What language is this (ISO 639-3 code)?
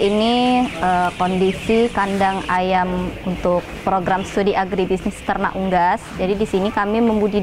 ind